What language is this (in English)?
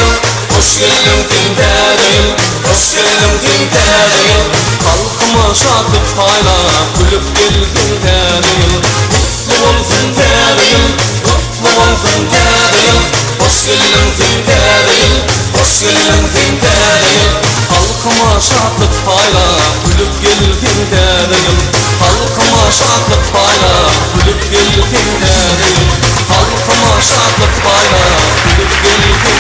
Turkmen